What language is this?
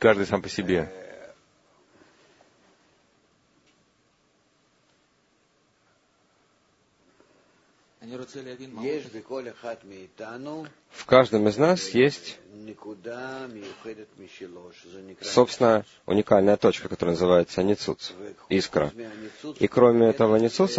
Russian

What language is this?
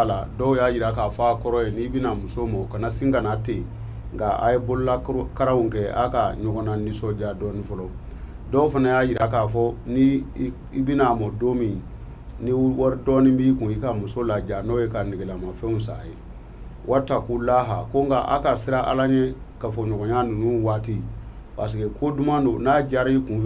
Bambara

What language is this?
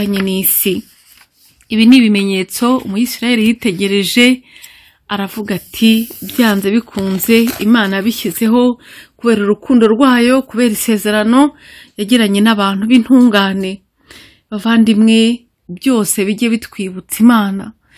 Kinyarwanda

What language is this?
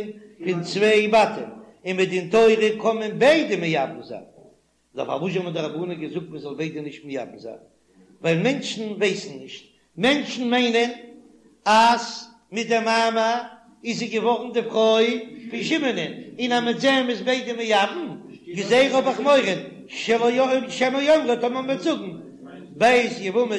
Yiddish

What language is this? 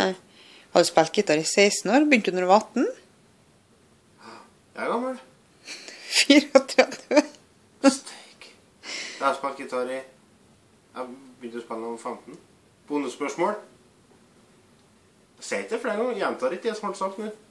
Norwegian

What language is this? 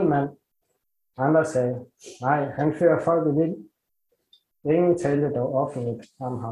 Danish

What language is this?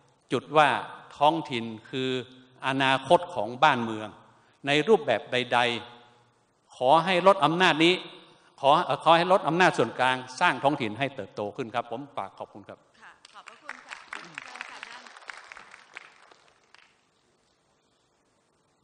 Thai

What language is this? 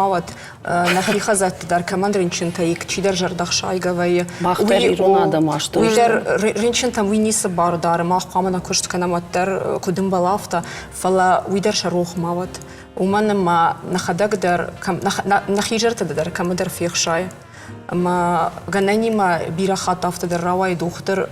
Ossetic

